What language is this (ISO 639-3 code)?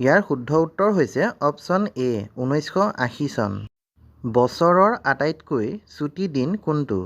asm